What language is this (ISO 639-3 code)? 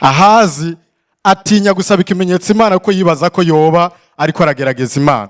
run